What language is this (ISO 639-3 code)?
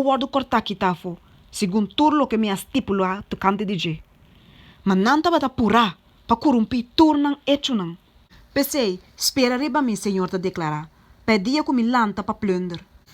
pap